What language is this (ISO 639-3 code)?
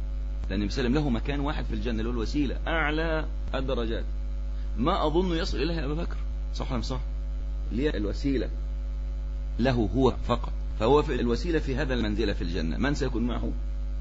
ara